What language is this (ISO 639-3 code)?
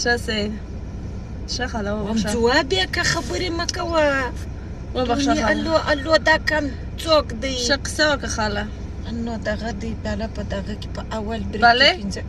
pus